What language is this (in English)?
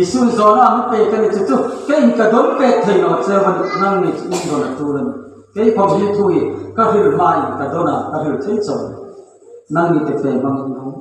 Hmar